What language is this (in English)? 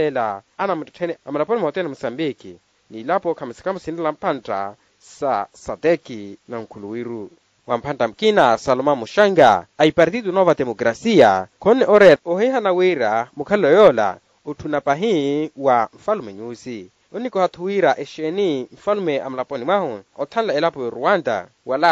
Makhuwa